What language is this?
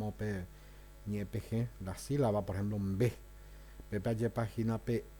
Guarani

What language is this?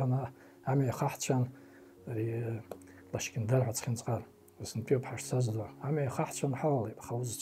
Abkhazian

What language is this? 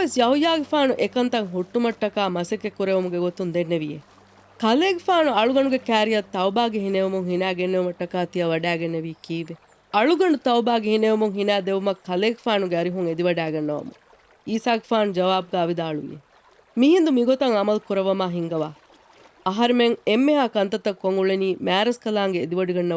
Divehi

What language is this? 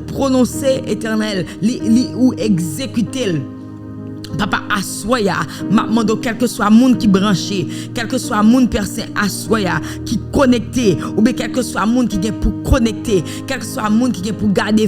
Haitian Creole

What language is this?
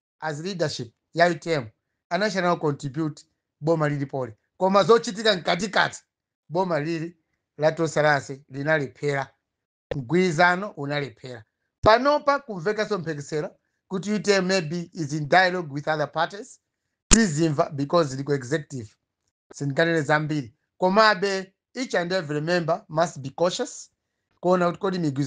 Nyanja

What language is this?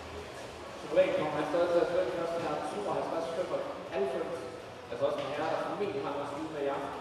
Danish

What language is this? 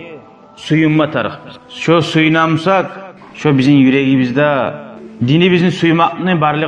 Kumyk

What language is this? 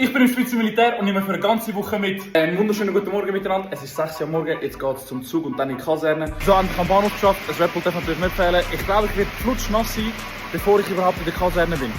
Swiss German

